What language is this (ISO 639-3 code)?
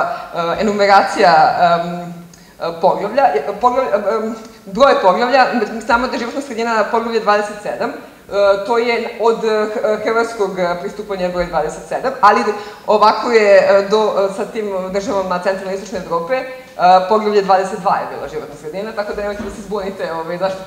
srp